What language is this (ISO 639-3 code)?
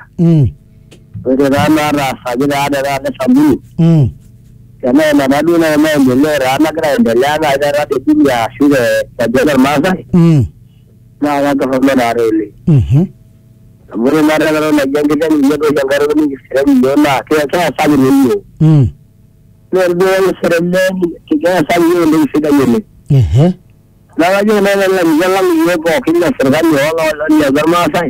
swa